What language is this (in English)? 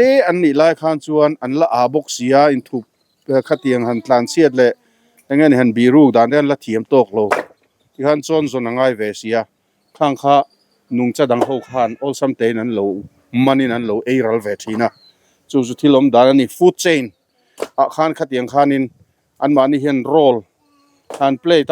Mizo